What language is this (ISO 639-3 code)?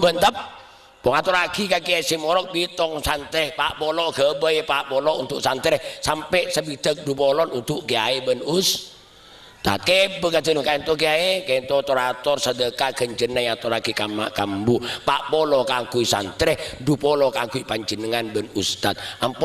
mad